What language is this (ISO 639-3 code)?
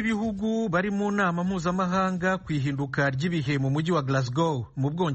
kin